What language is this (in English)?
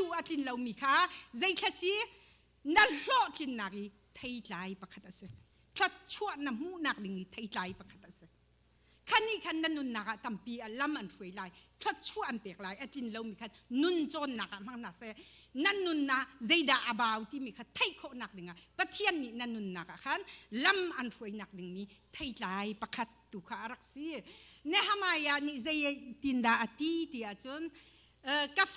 Hakha Chin